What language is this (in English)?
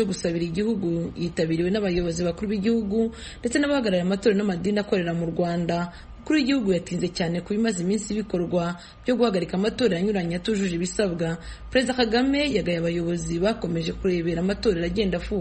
Kinyarwanda